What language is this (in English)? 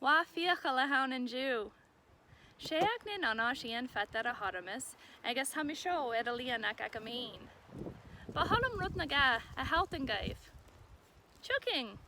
Scottish Gaelic